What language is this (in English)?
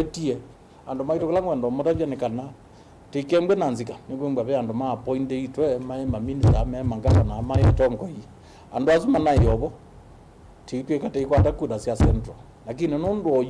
Kamba